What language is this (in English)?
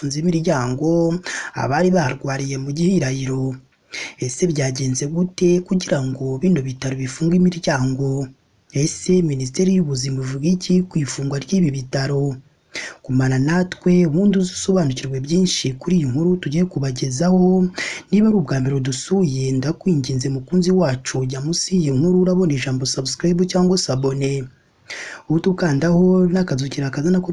Kinyarwanda